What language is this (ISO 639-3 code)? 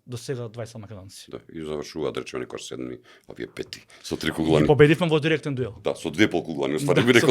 mkd